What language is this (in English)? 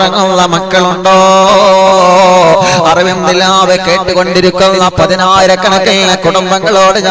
Malayalam